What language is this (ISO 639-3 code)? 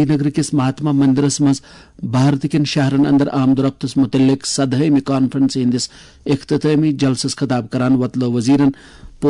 kas